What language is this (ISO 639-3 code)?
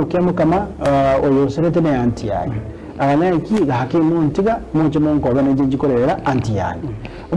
guz